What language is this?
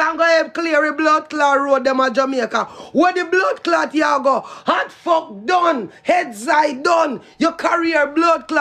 Jamaican Creole English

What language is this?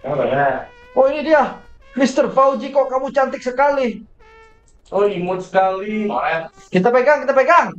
Banjar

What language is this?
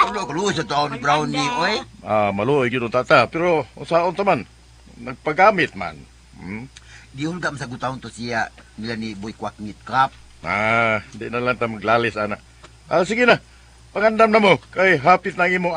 Cebuano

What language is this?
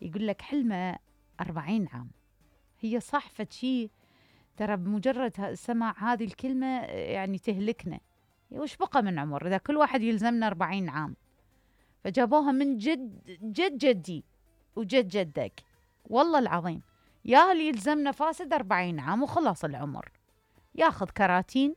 Mesopotamian Arabic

